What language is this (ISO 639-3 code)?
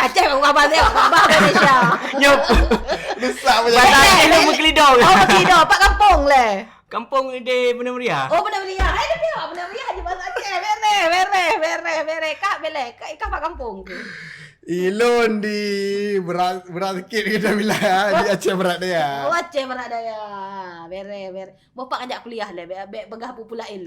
ace